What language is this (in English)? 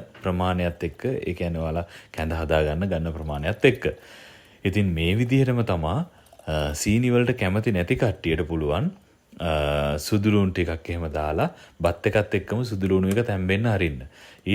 Sinhala